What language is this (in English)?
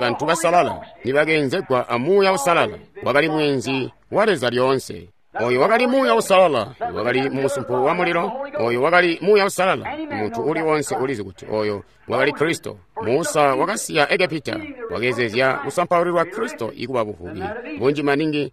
Tonga (Zambia)